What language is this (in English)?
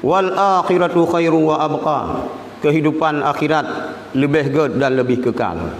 Achinese